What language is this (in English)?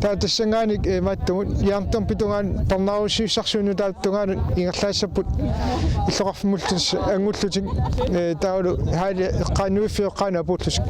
Kalaallisut